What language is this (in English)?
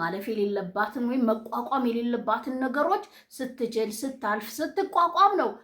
Amharic